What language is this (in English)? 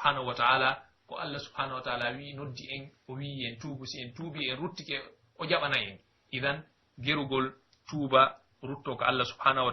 Pular